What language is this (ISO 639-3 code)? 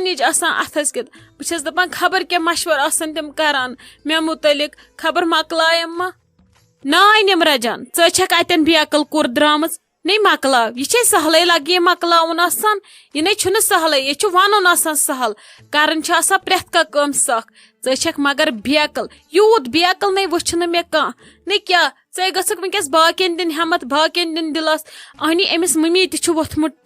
kas